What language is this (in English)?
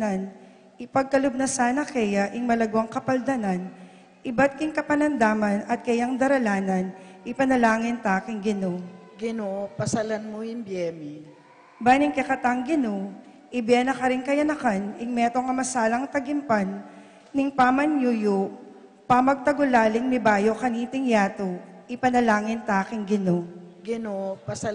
Pampanga